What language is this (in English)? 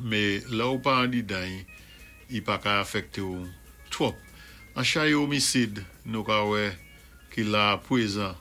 Saint Lucian Creole French